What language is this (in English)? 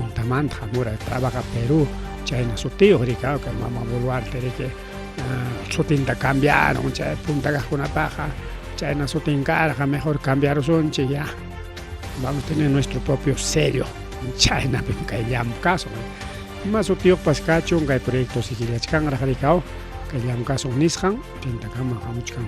Ayacucho Quechua